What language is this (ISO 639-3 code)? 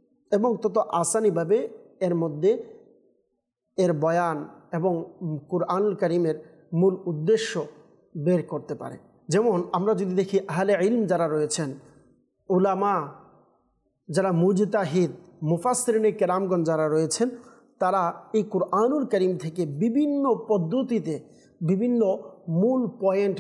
ben